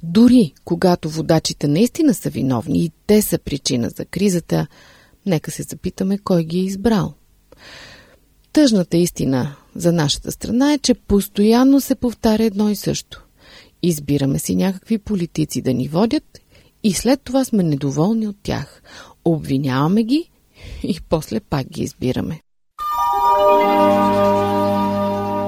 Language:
Bulgarian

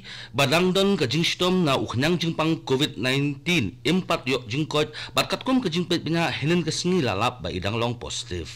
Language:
Khasi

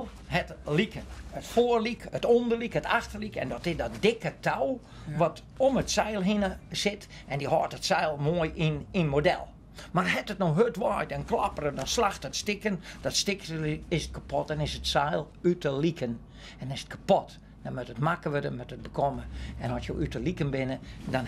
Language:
Western Frisian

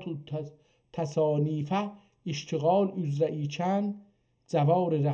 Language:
South Azerbaijani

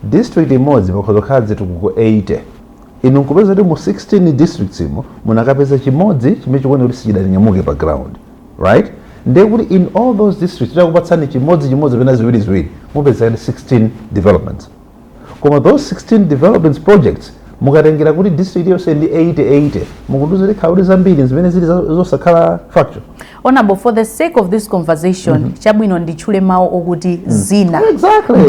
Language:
Nyanja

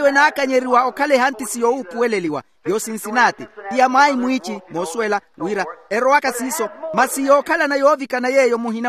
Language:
Makhuwa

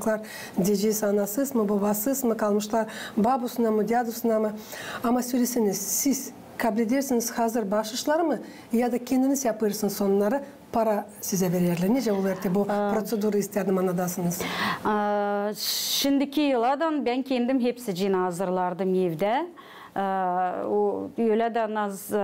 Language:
Gagauz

